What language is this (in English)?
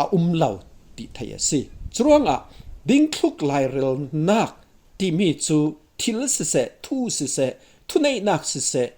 Falam Chin